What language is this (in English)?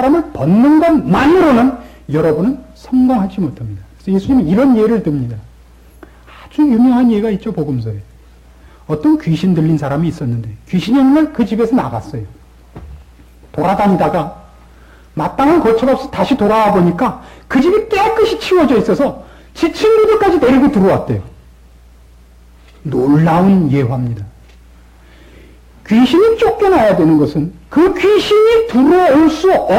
Korean